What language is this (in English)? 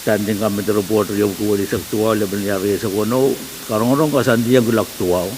Pohnpeian